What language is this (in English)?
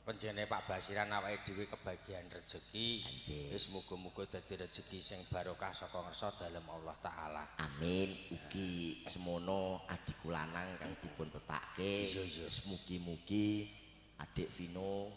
Javanese